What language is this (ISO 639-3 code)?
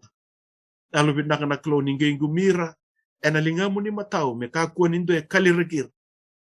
fij